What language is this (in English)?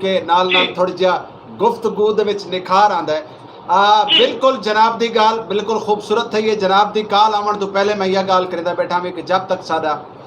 Saraiki